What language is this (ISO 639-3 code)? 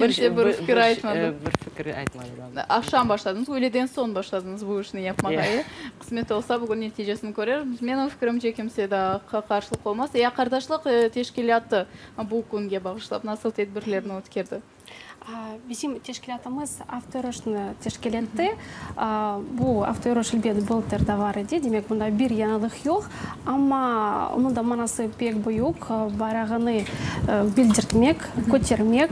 crh